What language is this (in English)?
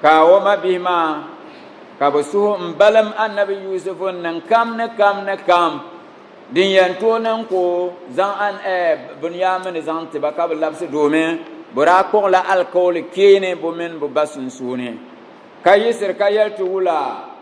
Dagbani